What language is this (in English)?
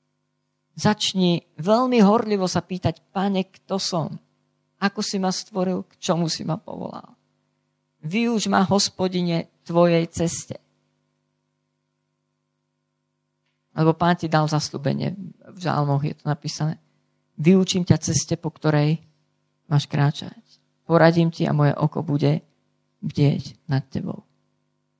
Slovak